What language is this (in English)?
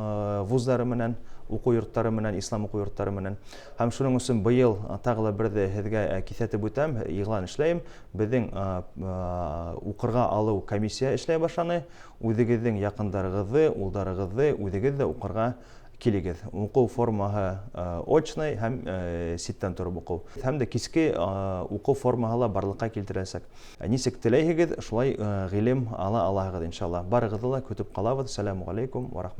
Bashkir